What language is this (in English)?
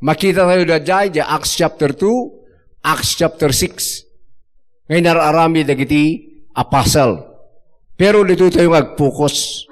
Iloko